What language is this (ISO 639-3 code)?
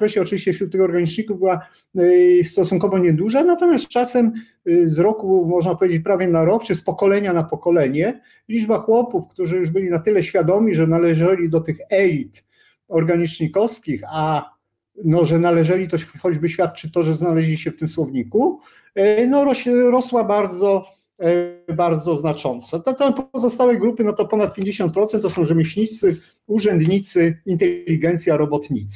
pol